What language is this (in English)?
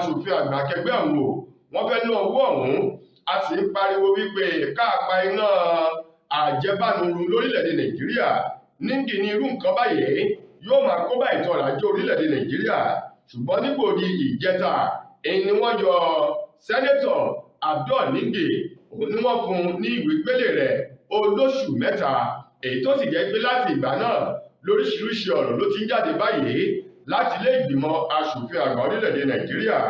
Yoruba